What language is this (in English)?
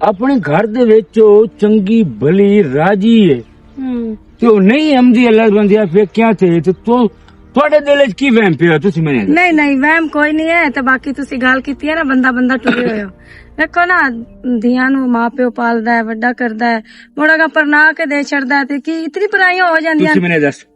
Western Panjabi